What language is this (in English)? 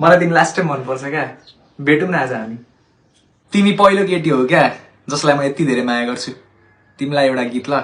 Nepali